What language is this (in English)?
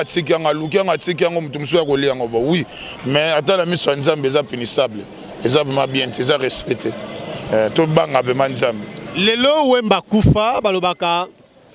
Lingala